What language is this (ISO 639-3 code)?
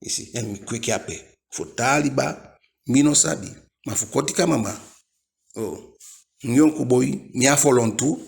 djk